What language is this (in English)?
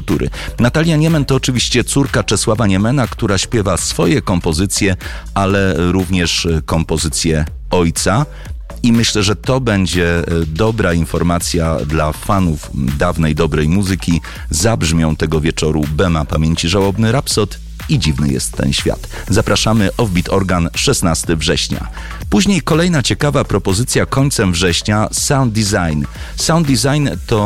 Polish